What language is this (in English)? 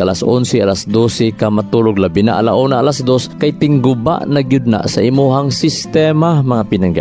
Cebuano